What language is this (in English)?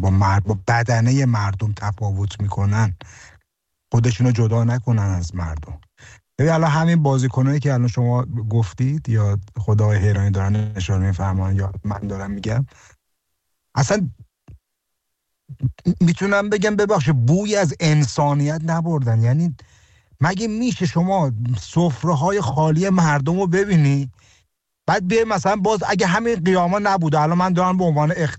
Persian